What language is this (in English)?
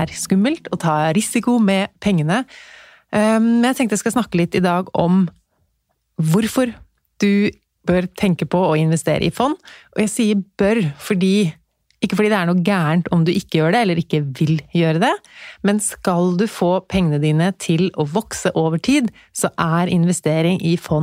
Norwegian